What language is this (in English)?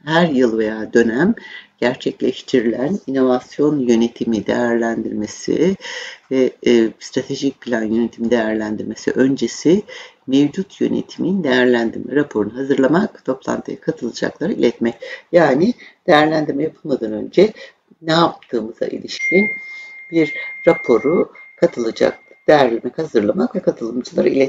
Turkish